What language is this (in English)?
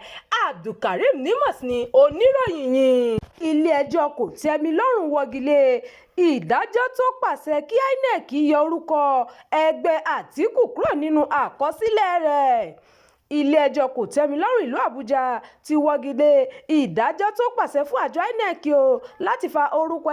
Yoruba